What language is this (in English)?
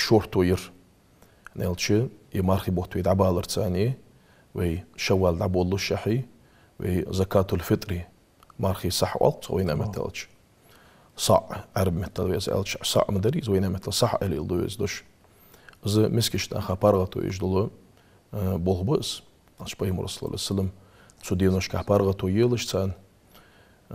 Ingush